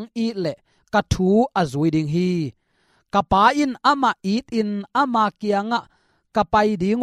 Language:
Tedim Chin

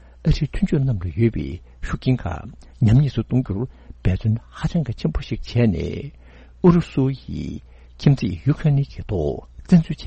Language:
Tibetan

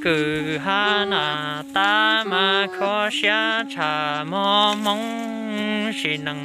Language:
Hmong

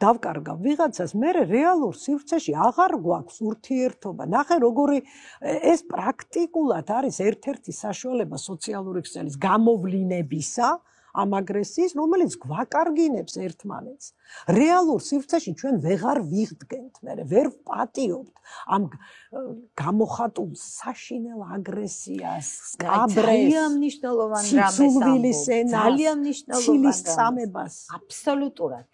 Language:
Georgian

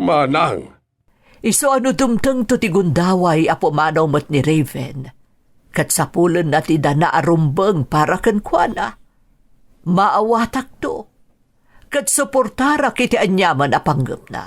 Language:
Iloko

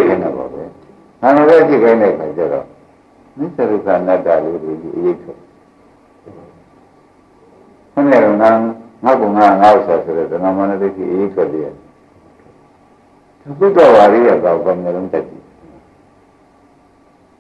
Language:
Burmese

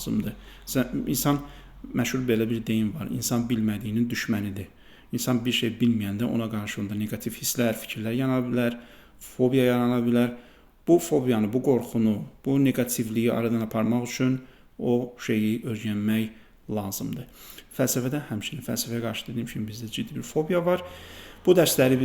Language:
Azerbaijani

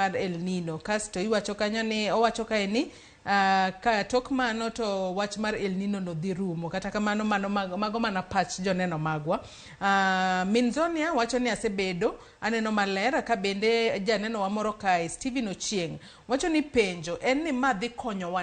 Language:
Luo (Kenya and Tanzania)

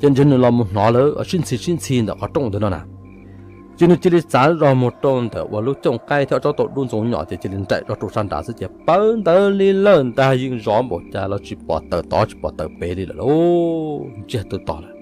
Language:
Hmong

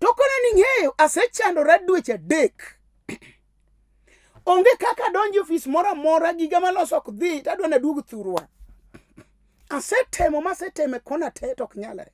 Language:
Luo (Kenya and Tanzania)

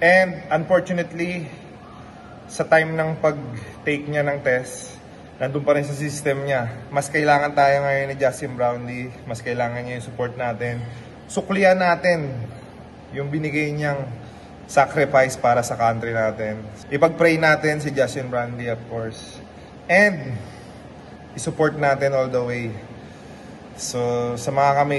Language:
Filipino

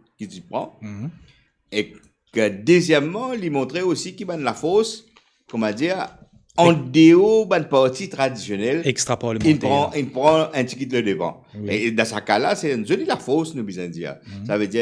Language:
Morisyen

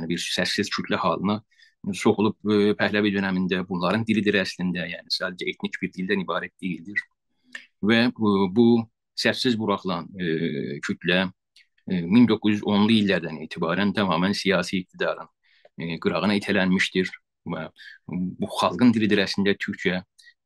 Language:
South Azerbaijani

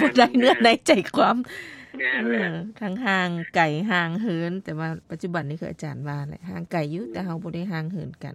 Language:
Lao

